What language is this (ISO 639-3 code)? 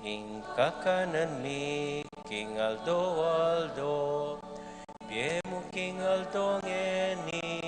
pam